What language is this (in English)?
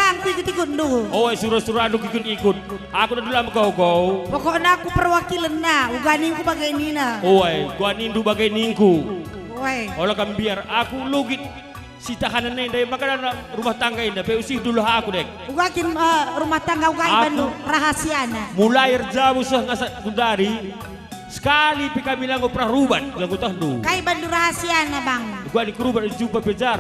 Batak Karo